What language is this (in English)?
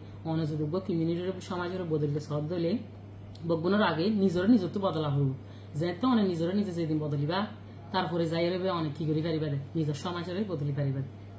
Rohingya